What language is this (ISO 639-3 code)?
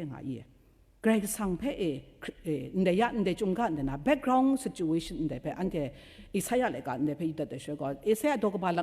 kac